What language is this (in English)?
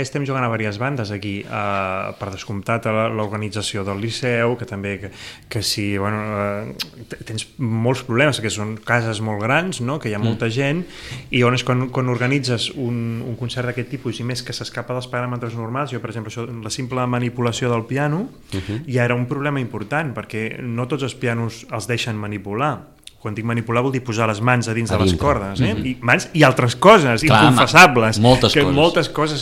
Catalan